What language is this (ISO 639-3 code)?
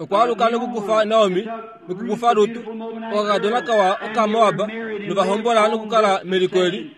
kua